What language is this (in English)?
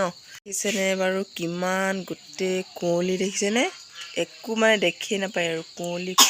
Assamese